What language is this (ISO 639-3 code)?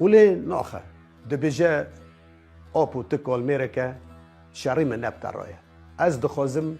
kur